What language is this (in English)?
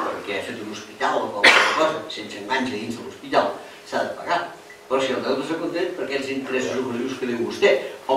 Catalan